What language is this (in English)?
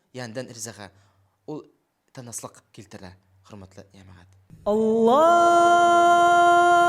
Bashkir